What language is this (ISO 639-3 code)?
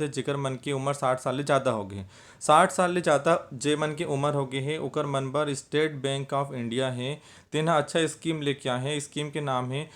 hne